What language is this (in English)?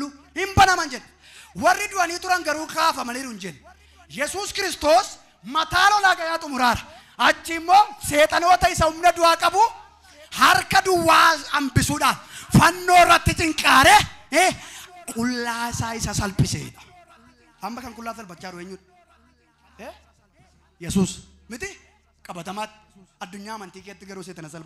Oromo